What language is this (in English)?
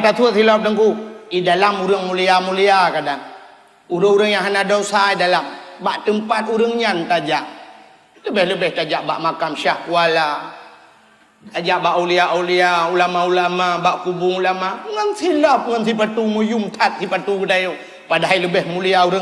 Achinese